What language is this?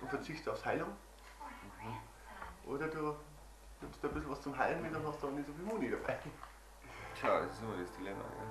Bavarian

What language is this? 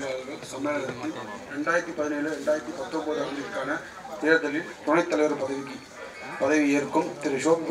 Tamil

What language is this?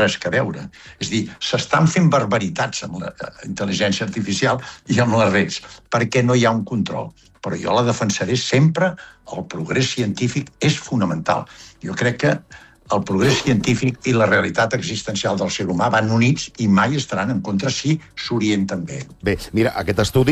Catalan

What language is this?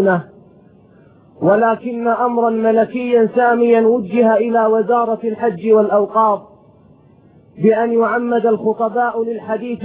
Arabic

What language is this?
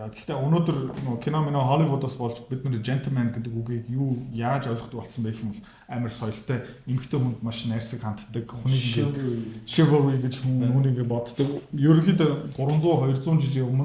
Mongolian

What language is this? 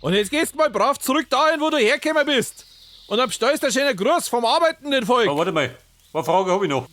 Bavarian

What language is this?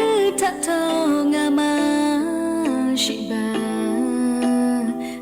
Lahu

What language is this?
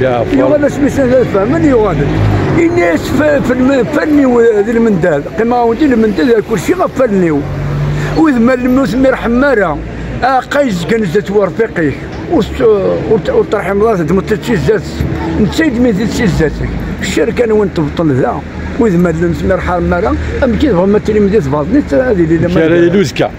Kabyle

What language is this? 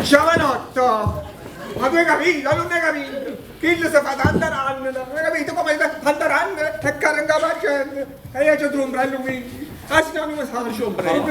Neapolitan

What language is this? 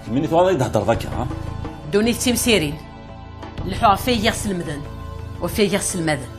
Kabyle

